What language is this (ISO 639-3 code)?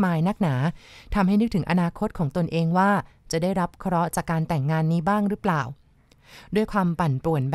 tha